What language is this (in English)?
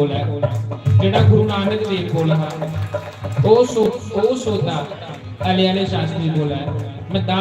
Dogri